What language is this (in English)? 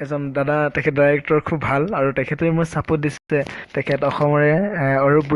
Assamese